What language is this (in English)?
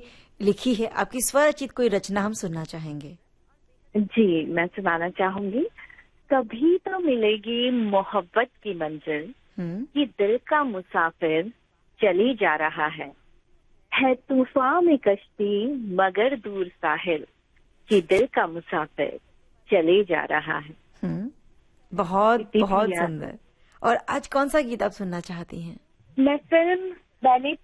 Hindi